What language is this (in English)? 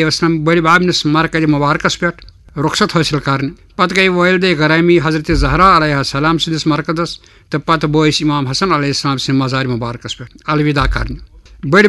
Kashmiri